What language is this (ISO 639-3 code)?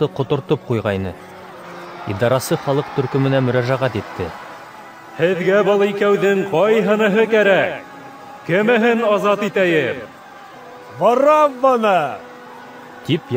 bak